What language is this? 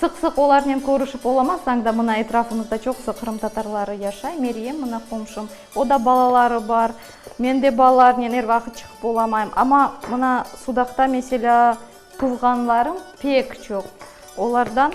Crimean Tatar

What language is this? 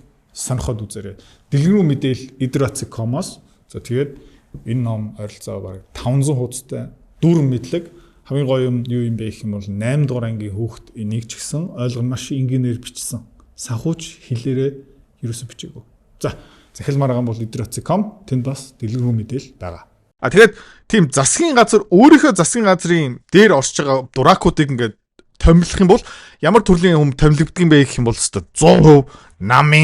Mongolian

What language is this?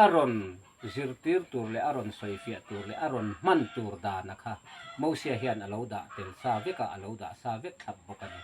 Mizo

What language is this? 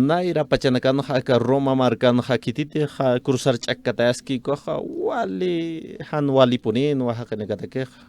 Aymara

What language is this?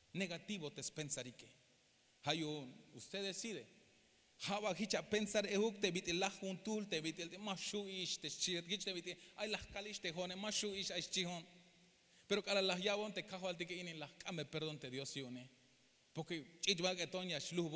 Tzeltal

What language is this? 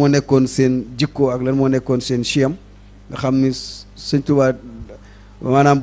Wolof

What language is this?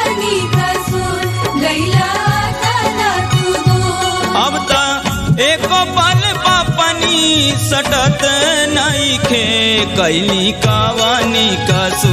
Bhojpuri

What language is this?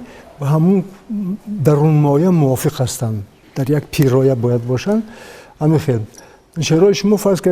Tajik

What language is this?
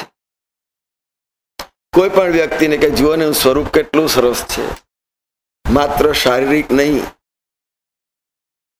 Gujarati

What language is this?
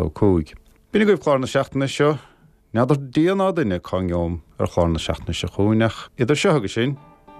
Irish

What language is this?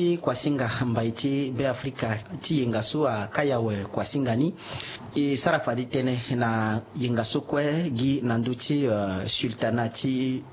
Sango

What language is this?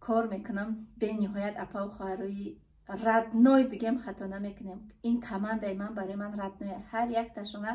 Tajik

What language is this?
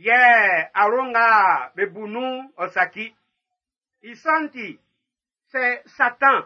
Baoulé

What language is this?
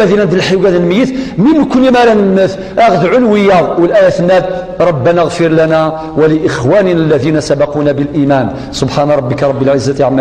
Kabyle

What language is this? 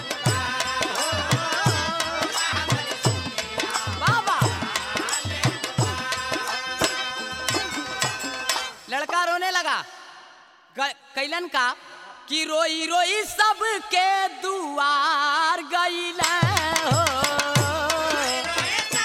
Bhojpuri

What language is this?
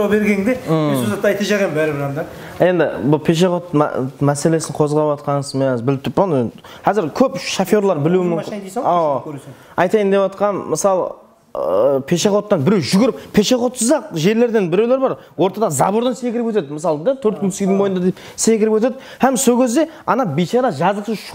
Kara-Kalpak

